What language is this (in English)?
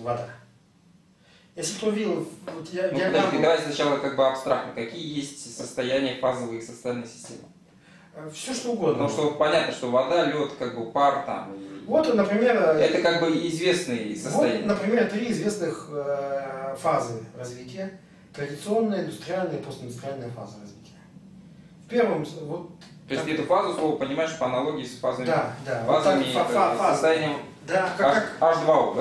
Russian